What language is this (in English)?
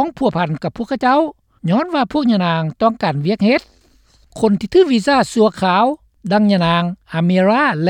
Lao